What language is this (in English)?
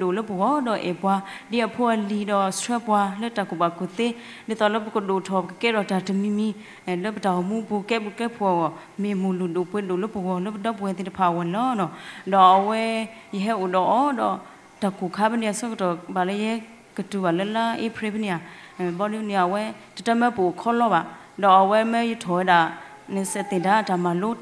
S'gaw Karen